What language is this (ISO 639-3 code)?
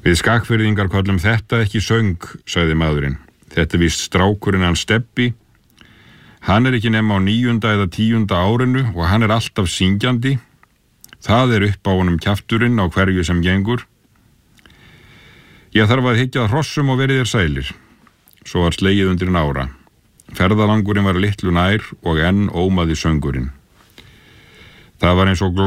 isl